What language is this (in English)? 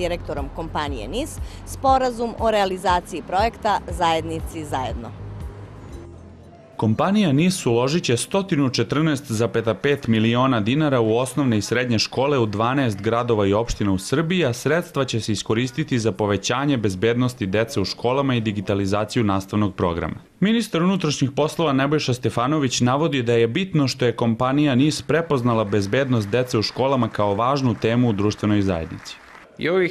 Serbian